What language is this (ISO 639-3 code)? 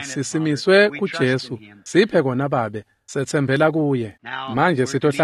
ssw